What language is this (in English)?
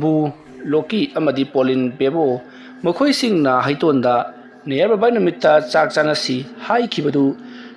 Manipuri